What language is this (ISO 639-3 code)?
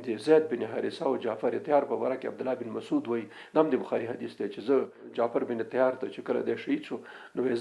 pus